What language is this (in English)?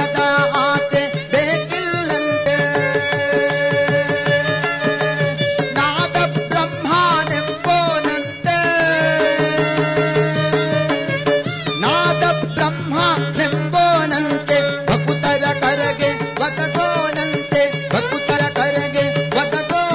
Kannada